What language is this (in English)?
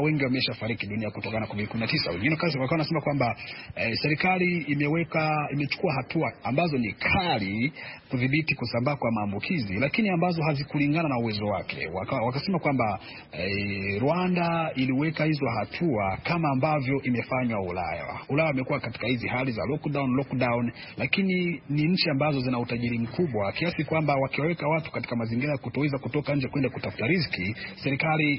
Swahili